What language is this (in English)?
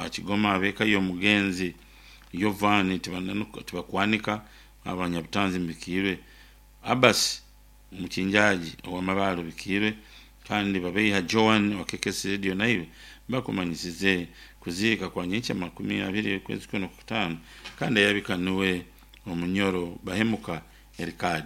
Nyoro